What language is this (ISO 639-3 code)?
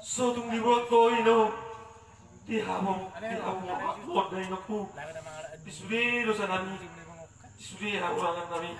bbc